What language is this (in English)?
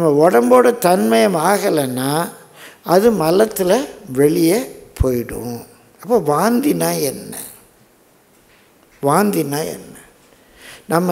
Tamil